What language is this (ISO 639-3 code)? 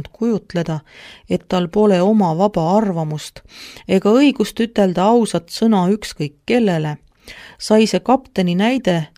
est